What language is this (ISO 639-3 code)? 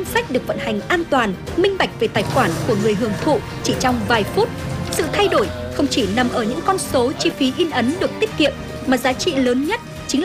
vie